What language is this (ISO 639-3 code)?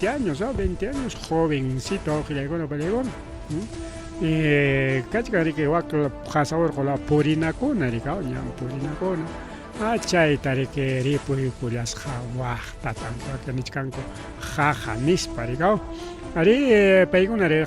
quy